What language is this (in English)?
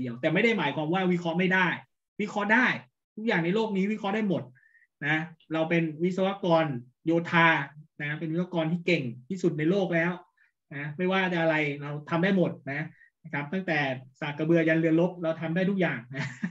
Thai